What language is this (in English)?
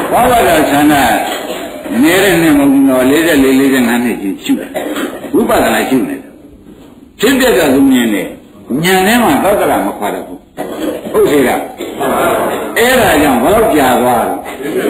Burmese